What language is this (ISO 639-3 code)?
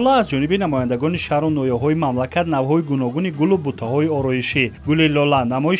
tgk